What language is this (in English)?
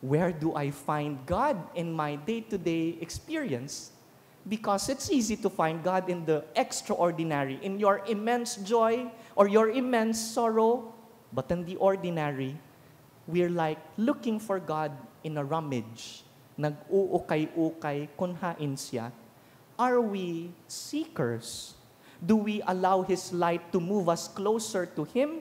Bikol